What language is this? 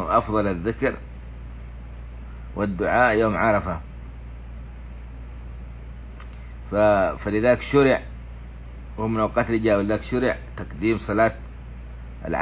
Arabic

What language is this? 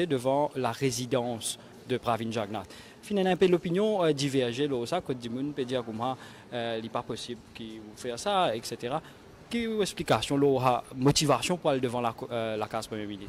Morisyen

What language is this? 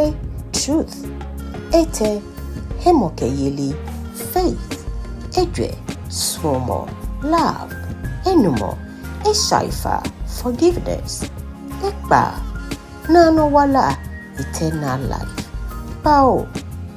Ga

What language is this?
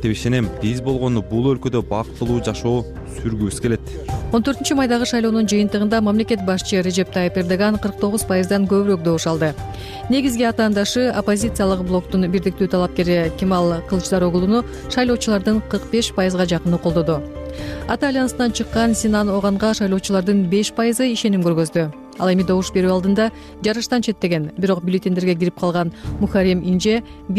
Kyrgyz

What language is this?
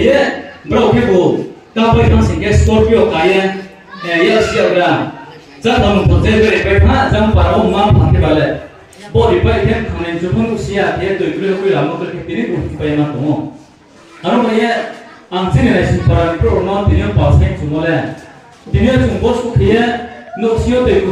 Riang (India)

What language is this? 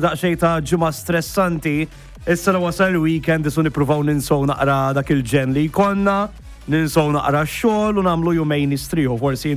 Maltese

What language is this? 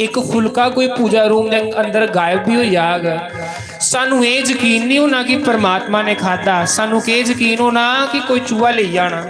Dogri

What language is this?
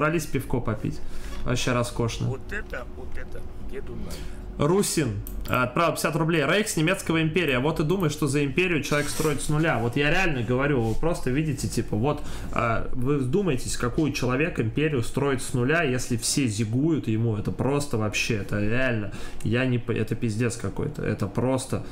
Russian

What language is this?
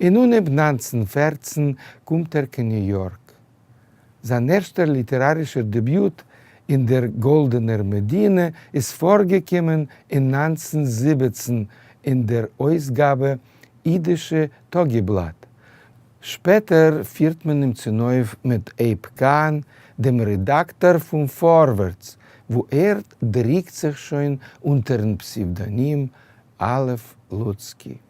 Yiddish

